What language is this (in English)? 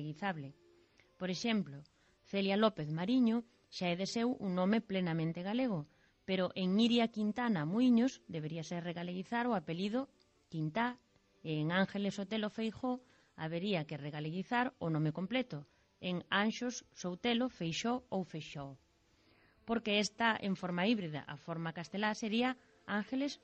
Galician